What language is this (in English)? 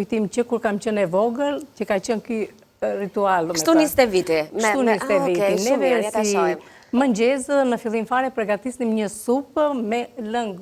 Albanian